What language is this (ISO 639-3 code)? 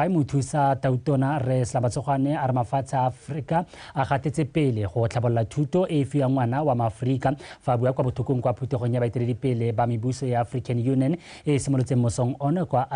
tsn